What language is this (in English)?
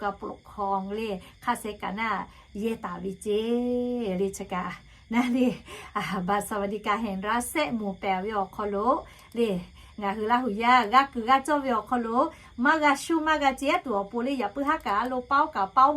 Lahu